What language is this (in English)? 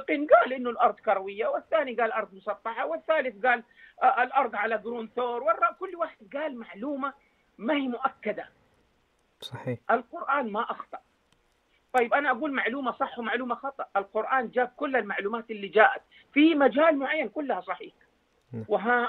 Najdi Arabic